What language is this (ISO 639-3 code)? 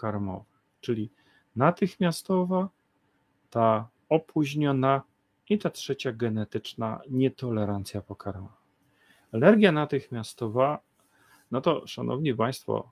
pol